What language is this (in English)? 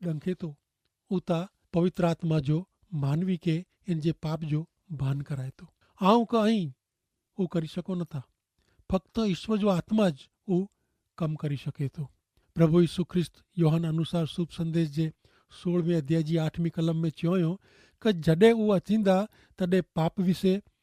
Kachhi